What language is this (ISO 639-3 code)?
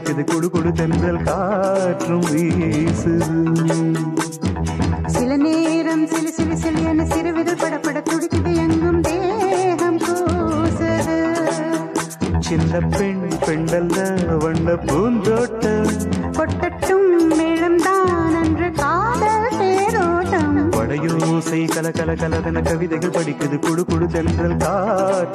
tam